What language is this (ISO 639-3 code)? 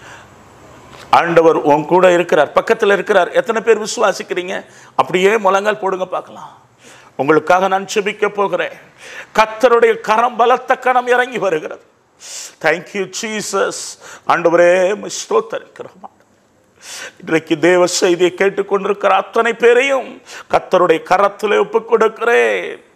tam